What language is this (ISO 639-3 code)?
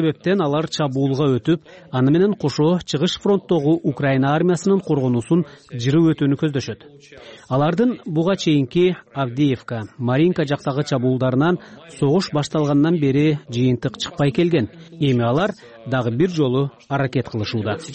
kir